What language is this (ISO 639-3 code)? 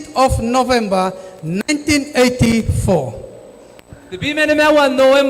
gil